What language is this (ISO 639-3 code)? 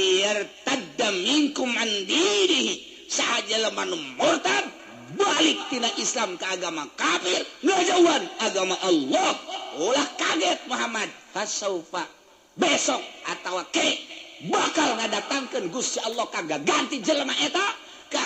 sun